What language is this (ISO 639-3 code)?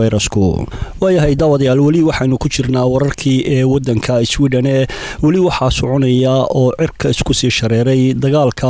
som